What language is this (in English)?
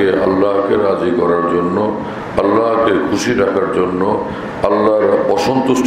Bangla